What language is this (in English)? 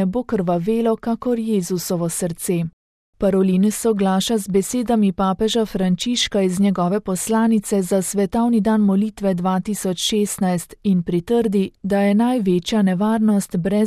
Slovenian